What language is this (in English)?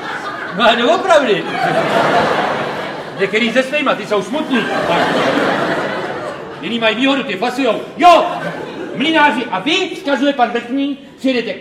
Czech